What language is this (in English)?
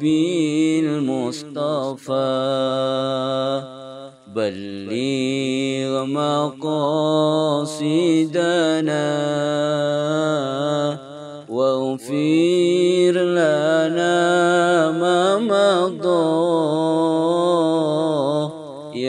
Arabic